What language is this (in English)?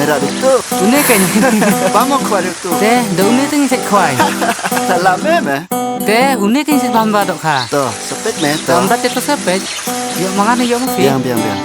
Khasi